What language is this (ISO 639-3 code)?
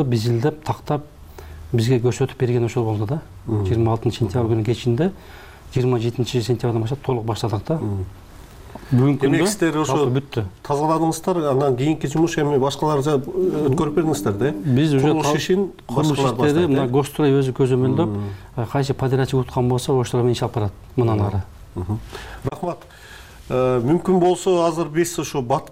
kir